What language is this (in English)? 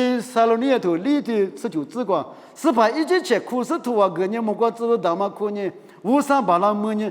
Lisu